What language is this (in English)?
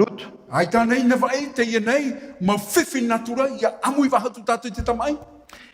Tahitian